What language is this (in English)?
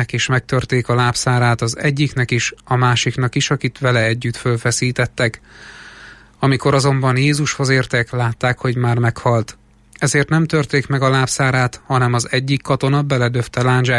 Hungarian